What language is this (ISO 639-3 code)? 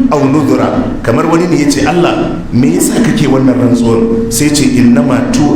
hau